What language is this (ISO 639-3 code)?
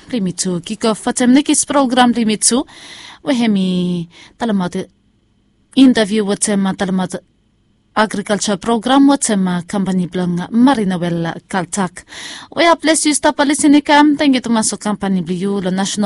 bis